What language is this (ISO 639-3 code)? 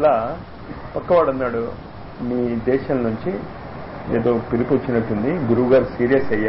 tel